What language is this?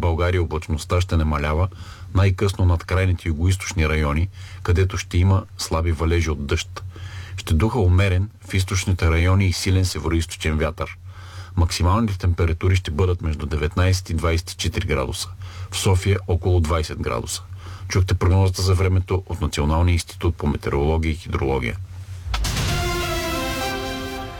Bulgarian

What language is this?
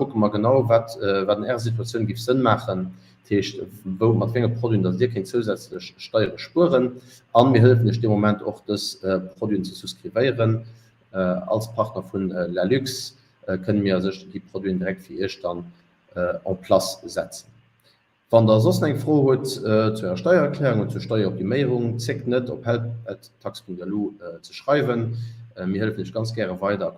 Luxembourgish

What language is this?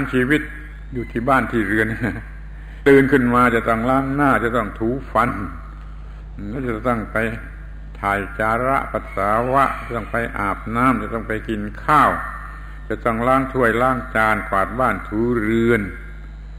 Thai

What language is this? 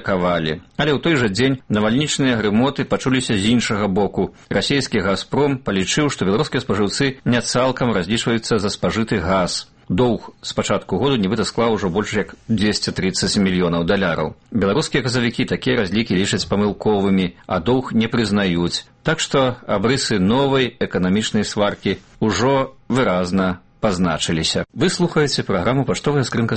Belarusian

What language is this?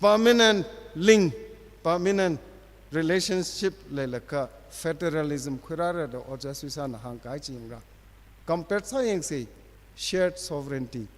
Tangkhul Naga (India)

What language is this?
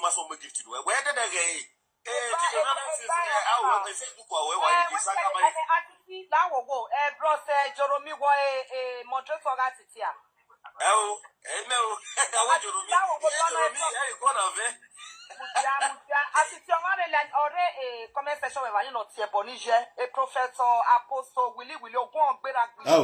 Nigerian Pidgin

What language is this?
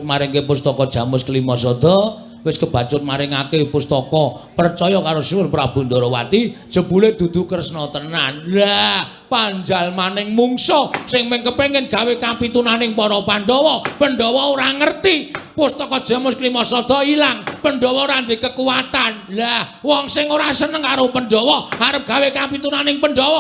Javanese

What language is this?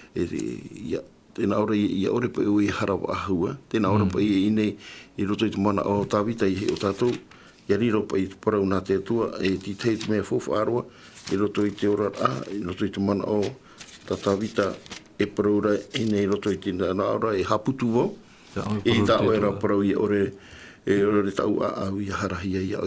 Tahitian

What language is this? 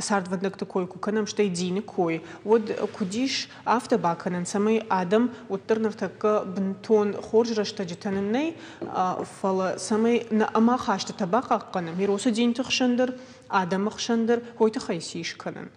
Ossetic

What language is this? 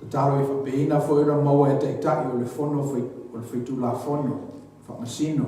Samoan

